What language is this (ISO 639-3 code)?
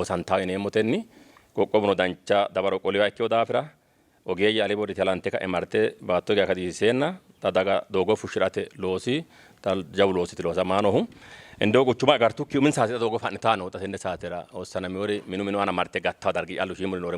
sid